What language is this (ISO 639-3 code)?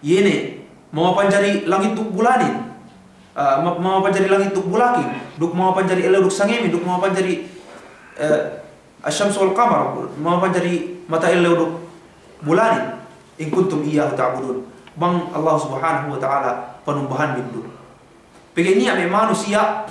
yka